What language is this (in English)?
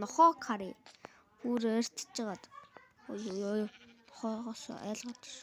Mongolian